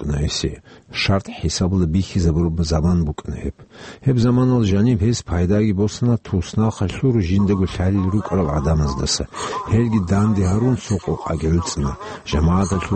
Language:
Avaric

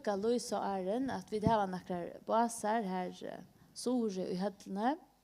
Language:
Faroese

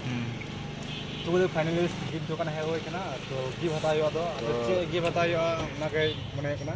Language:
Santali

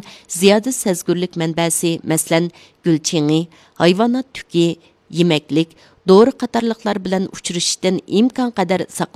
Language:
Uyghur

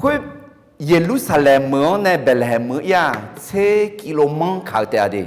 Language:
Akha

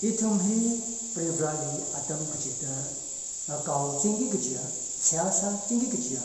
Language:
Tangkhul Naga (India)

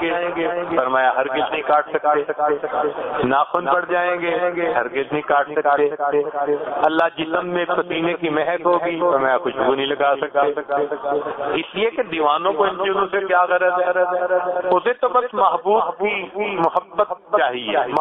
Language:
Urdu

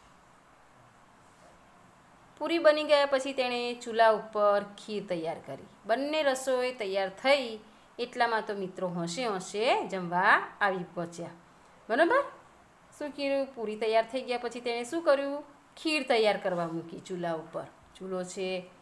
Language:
Gujarati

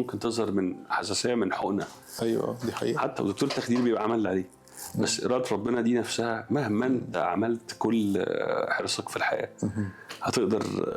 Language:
Egyptian Arabic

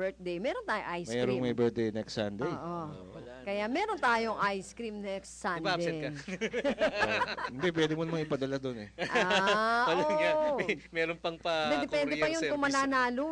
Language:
Filipino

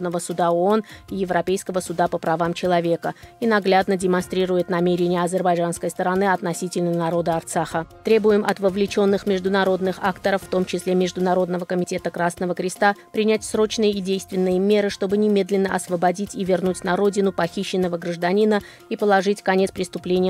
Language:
Russian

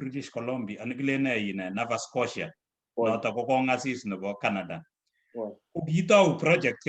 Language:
Kalenjin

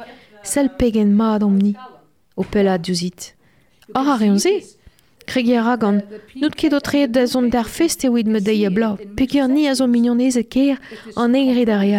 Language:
Breton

